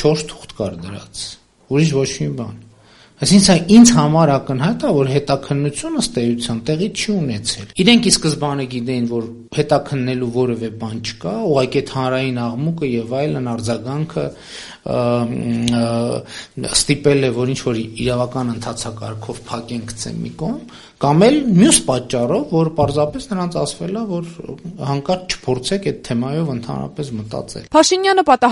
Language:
Armenian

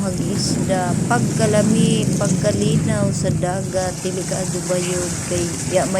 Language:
Cebuano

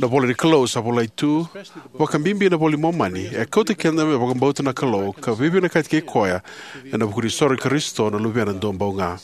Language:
Fijian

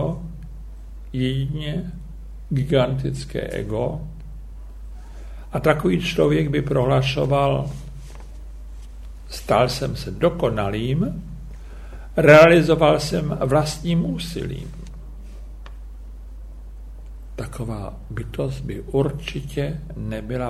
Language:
Czech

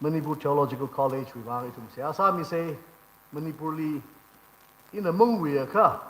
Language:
Tangkhul Naga (India)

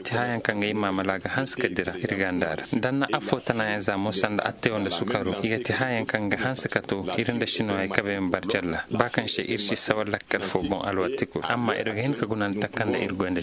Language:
Koyraboro Senni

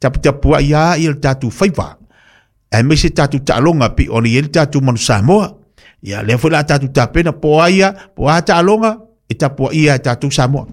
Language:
Samoan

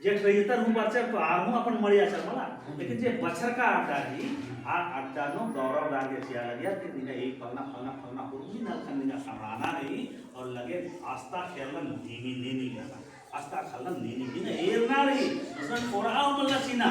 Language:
Kurukh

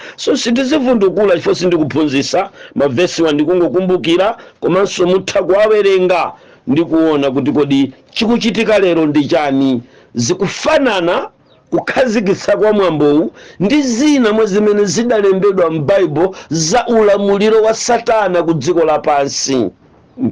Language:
Nyanja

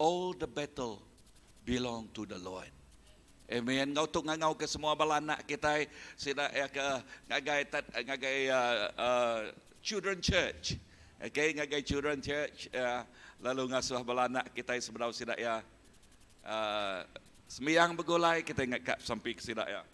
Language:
Iban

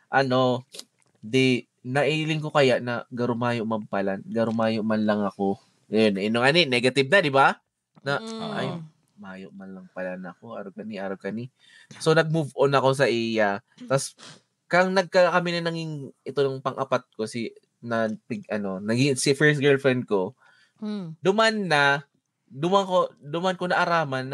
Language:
Bikol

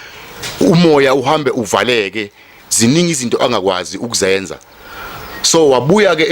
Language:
Zulu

